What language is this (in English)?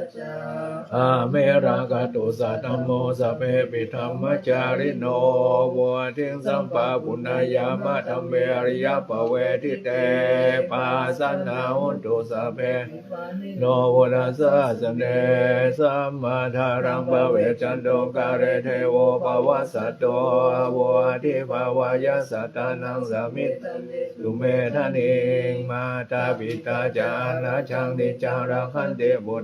Pali